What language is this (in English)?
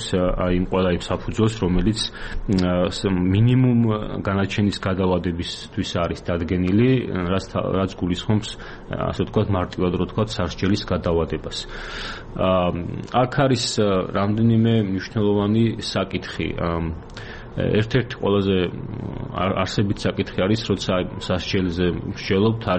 Georgian